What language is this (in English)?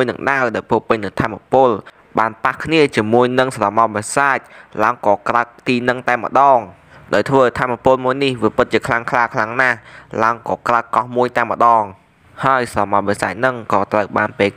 Khmer